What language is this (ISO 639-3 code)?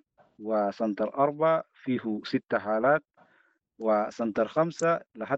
apd